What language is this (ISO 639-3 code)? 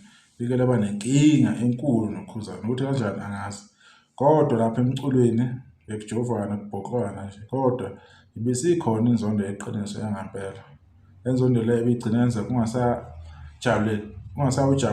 zul